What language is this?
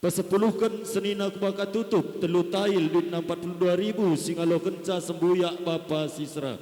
Batak Karo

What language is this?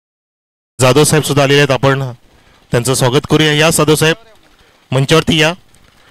Marathi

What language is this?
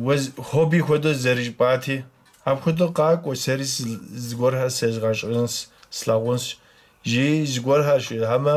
Kabardian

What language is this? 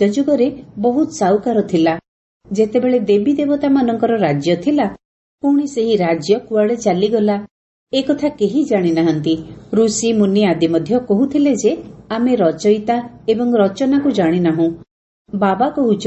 Odia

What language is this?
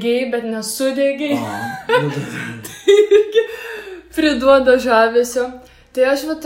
Lithuanian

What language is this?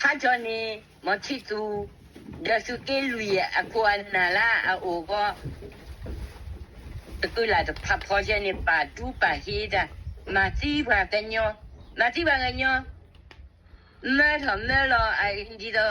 S'gaw Karen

